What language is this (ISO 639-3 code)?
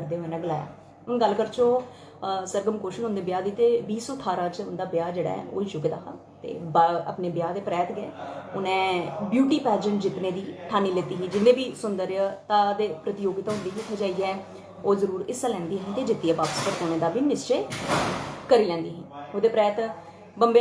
doi